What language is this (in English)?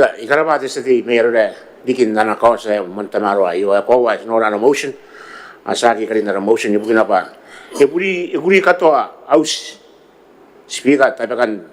Gilbertese